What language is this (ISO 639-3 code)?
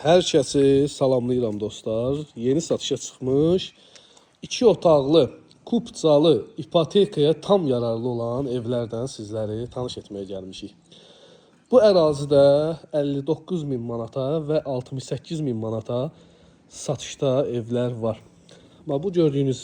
aze